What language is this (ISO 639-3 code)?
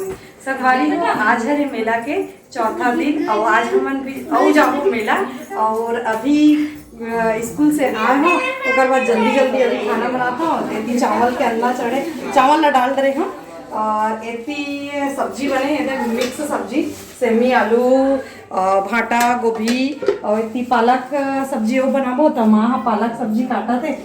hne